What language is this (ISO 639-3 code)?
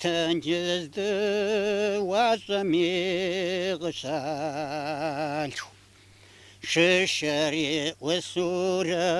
kbd